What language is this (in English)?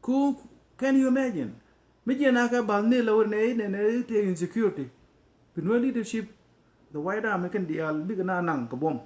Nuer